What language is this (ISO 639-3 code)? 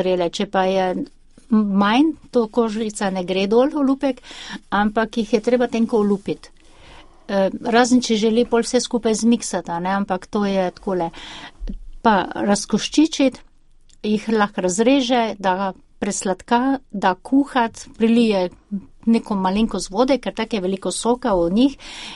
slv